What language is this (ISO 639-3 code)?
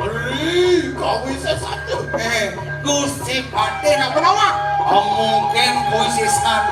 ban